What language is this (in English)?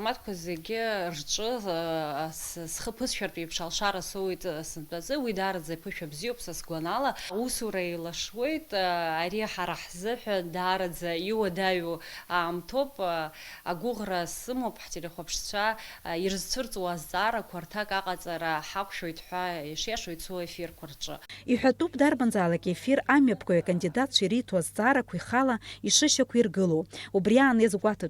Abkhazian